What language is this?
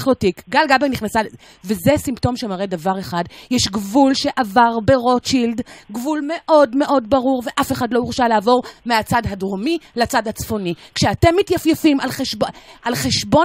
Hebrew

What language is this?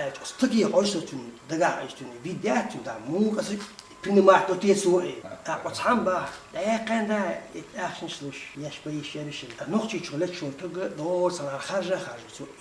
Chechen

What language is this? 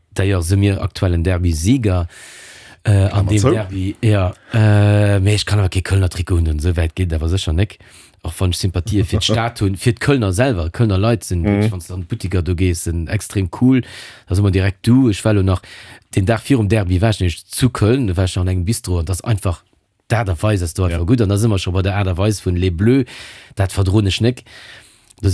Luxembourgish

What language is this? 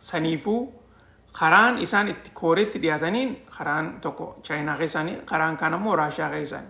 Oromo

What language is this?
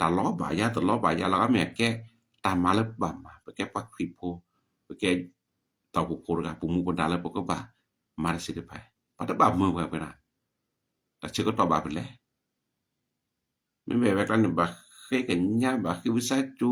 S'gaw Karen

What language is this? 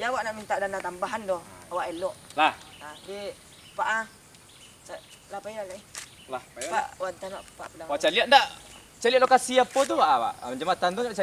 Minangkabau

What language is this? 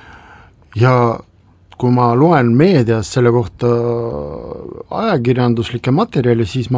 Estonian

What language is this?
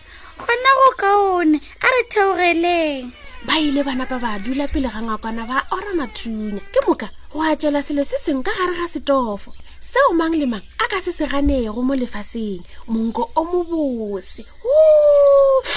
Northern Sotho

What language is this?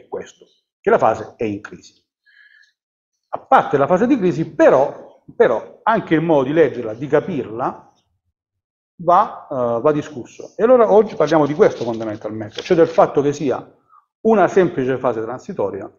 Italian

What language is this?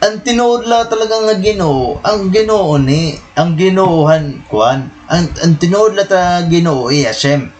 Waray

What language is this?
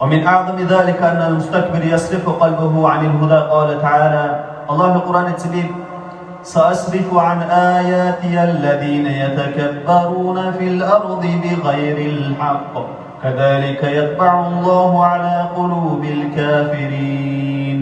Dargwa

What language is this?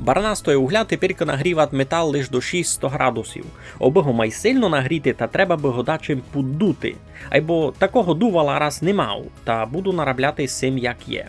Rusyn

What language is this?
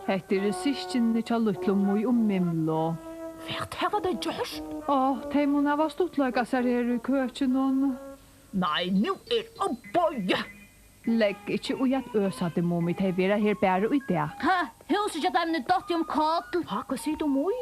Faroese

